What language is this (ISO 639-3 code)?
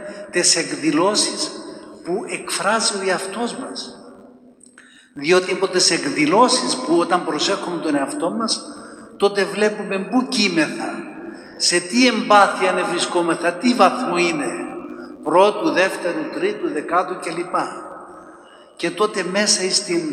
ell